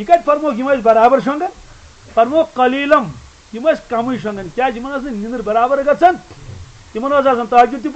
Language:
Kashmiri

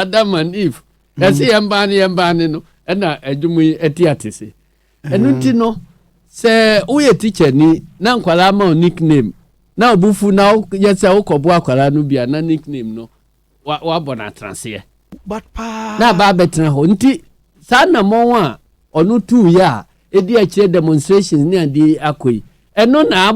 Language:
Akan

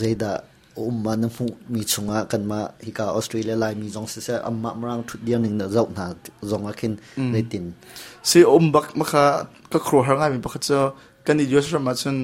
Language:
Hakha Chin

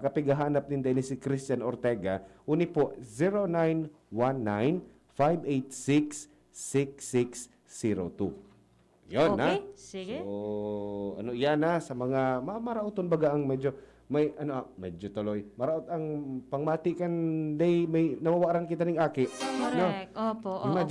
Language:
Bikol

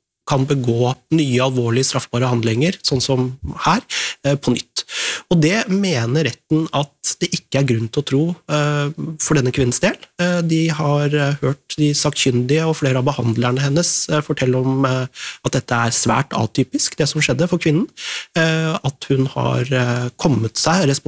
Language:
Norwegian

